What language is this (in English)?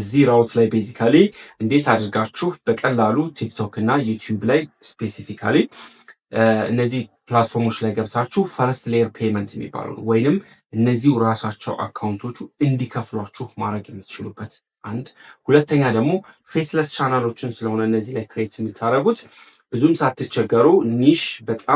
Amharic